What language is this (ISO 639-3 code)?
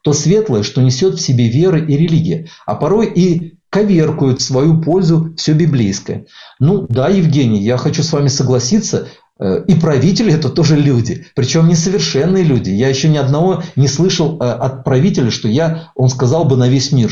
rus